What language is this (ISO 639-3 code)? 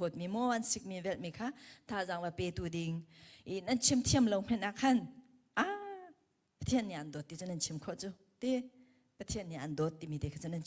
cnh